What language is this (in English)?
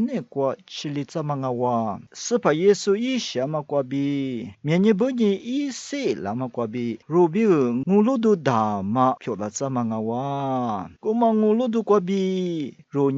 Lisu